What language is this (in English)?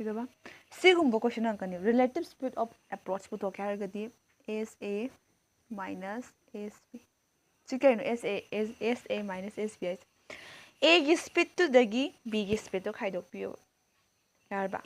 Manipuri